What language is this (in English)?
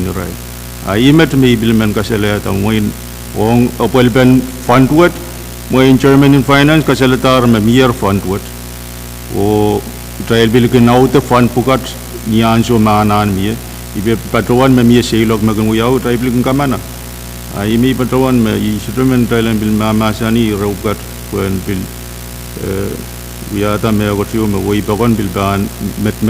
Pohnpeian